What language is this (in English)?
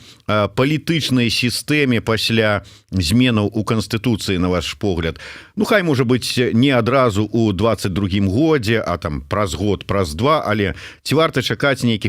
Belarusian